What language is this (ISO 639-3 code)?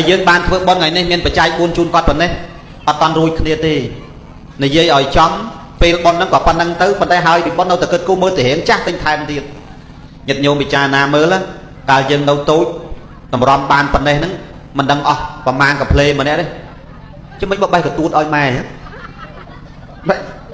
khm